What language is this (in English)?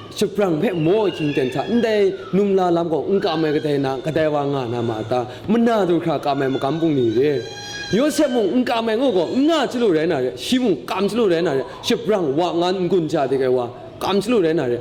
Kachin